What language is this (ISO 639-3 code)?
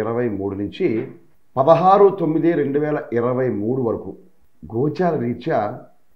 tel